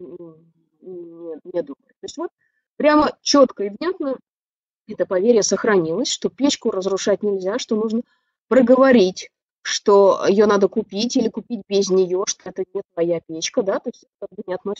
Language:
Russian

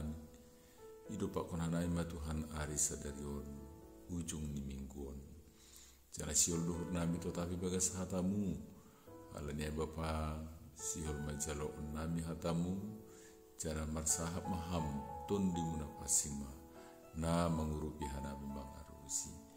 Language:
Batak Simalungun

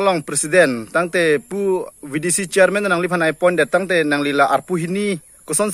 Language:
Karbi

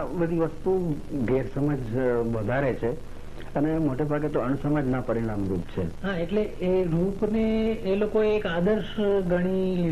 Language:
Gujarati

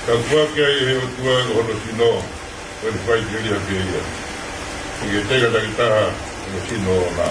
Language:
Tongan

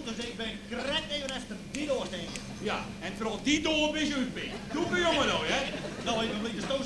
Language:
Western Frisian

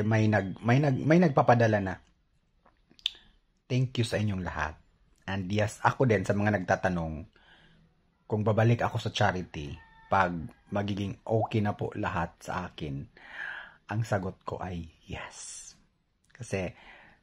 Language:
Filipino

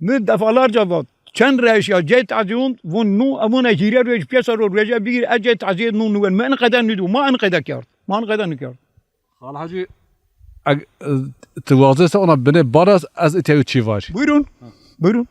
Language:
Zaza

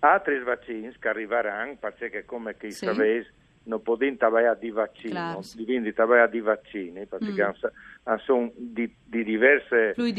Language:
Friulian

